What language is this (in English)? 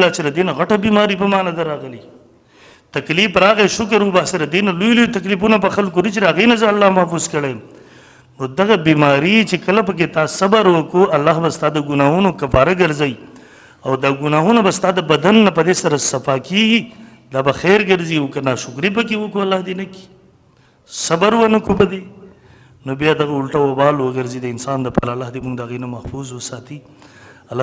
Pashto